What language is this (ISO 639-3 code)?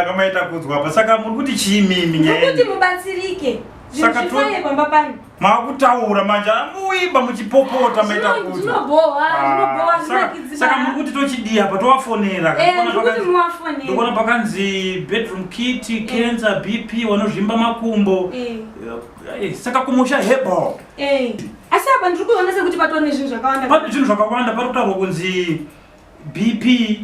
sna